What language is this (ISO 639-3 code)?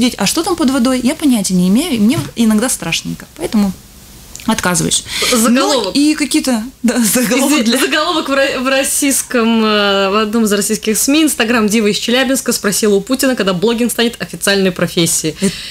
rus